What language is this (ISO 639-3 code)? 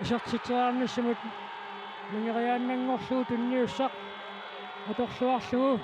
kal